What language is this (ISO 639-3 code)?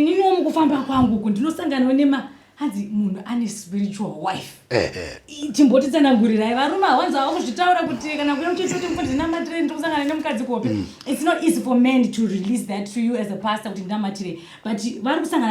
sna